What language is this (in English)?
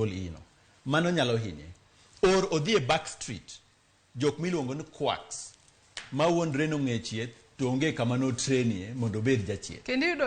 Luo (Kenya and Tanzania)